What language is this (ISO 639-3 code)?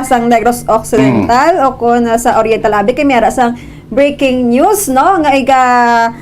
hil